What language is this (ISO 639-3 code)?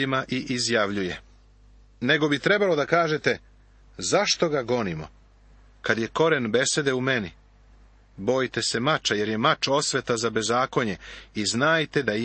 srp